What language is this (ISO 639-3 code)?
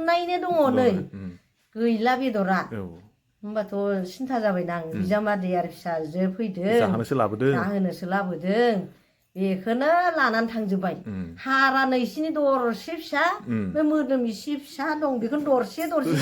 brx